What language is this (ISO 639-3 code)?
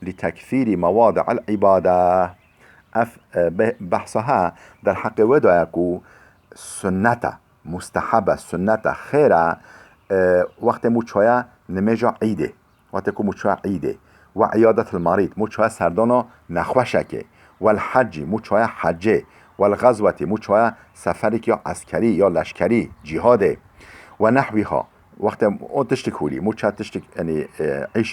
kur